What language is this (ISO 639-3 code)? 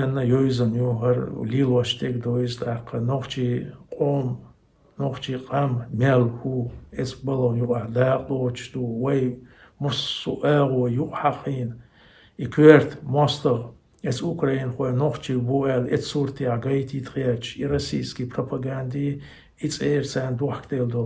che